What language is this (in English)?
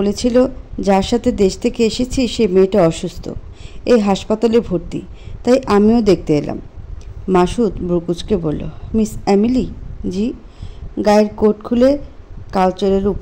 Bangla